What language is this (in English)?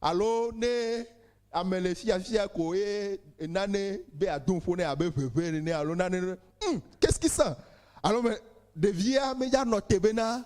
Ewe